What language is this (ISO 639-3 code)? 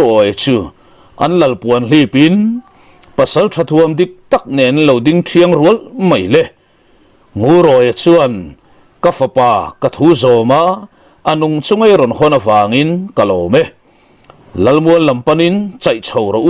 lus